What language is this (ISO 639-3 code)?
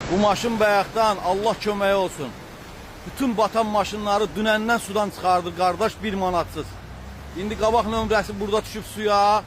aze